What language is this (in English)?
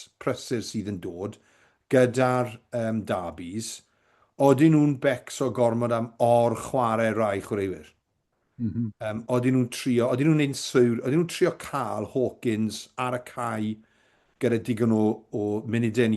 Welsh